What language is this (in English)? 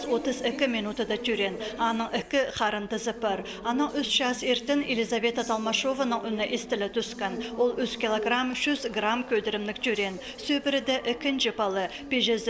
Khakas